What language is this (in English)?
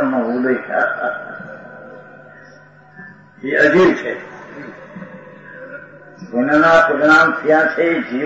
Gujarati